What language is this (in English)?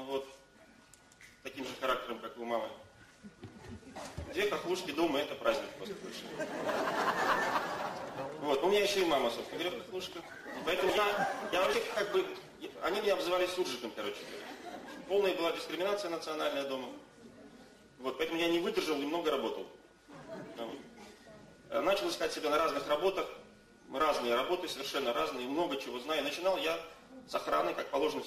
Russian